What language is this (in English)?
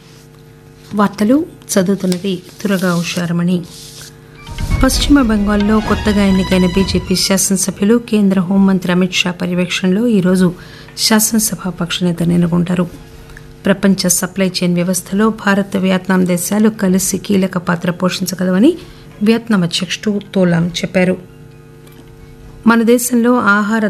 Telugu